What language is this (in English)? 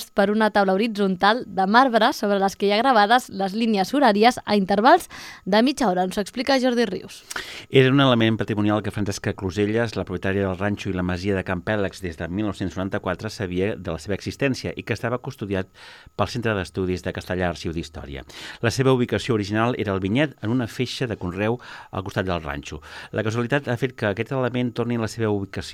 Catalan